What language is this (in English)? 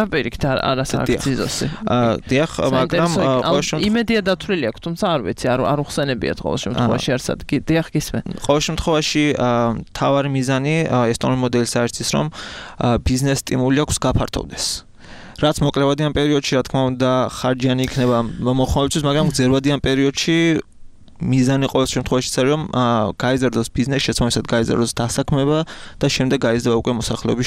Georgian